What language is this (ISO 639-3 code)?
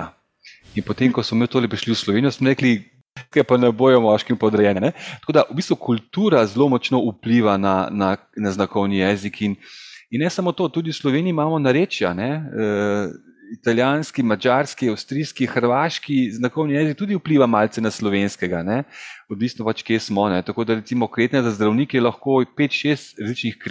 slv